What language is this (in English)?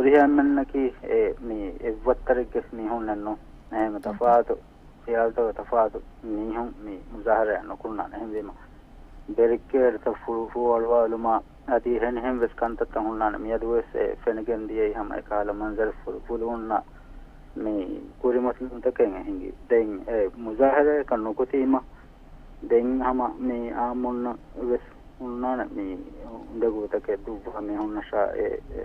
Divehi